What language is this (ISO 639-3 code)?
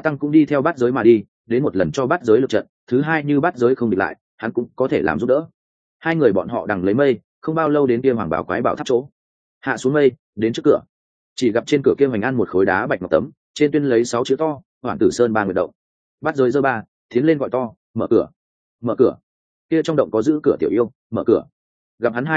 vie